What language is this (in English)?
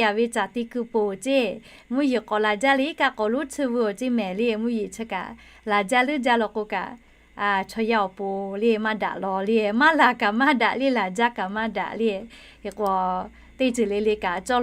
Lahu